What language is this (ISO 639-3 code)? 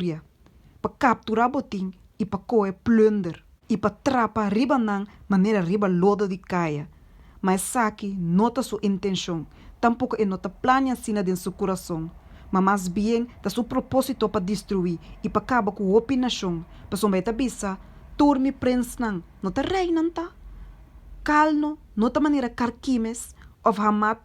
pap